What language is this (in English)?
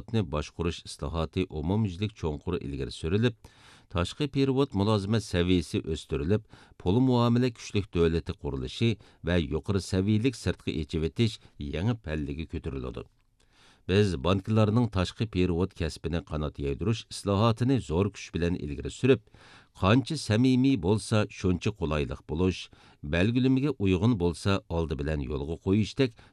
Uyghur